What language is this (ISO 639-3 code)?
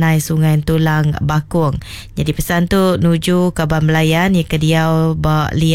iba